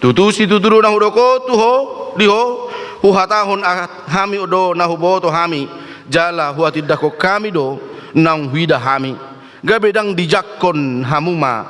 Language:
Batak Toba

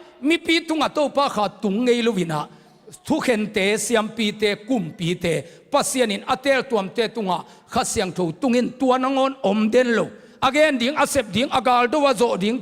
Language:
Tedim Chin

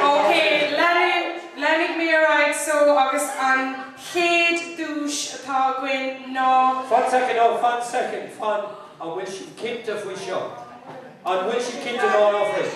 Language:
Irish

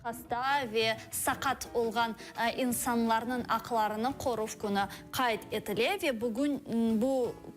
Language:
Crimean Tatar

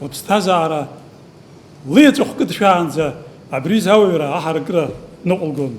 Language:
Abkhazian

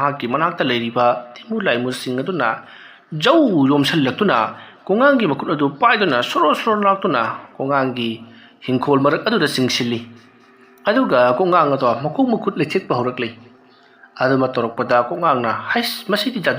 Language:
Manipuri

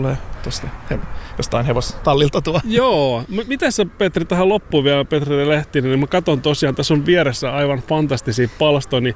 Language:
Finnish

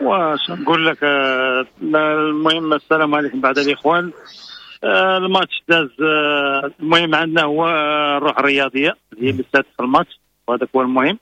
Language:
Moroccan Arabic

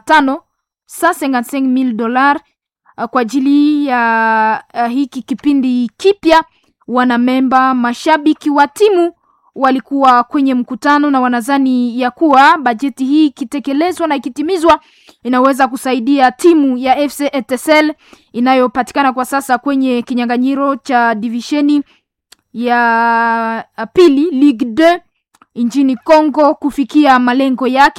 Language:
Swahili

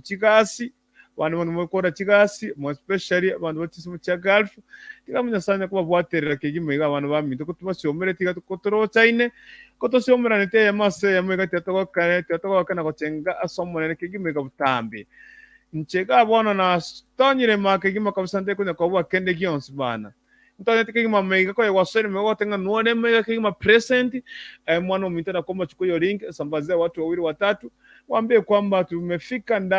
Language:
Gusii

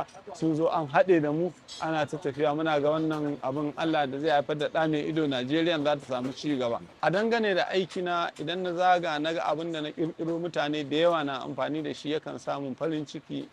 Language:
Hausa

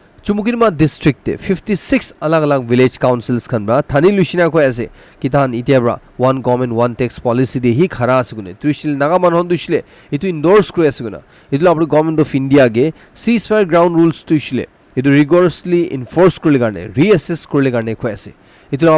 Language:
Naga Pidgin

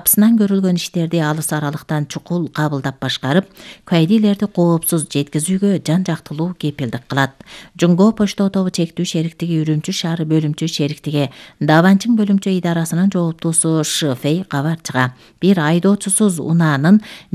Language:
Kyrgyz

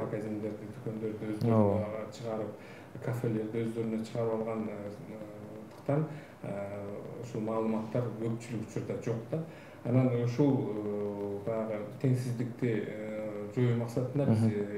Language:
Kyrgyz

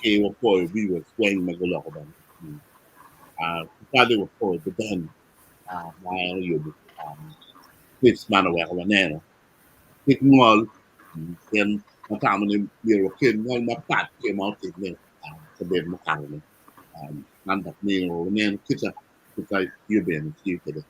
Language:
Acoli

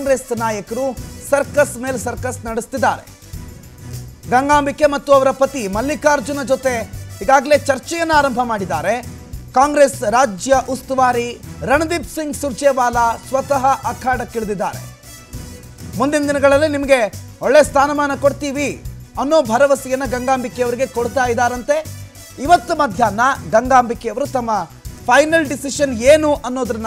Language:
Kannada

